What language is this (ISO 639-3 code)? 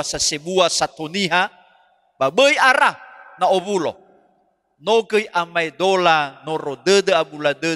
nia